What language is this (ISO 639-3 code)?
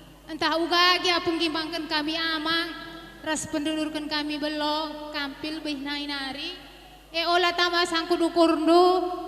btx